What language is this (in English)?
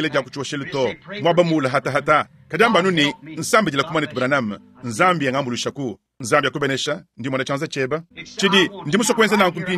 Luba-Lulua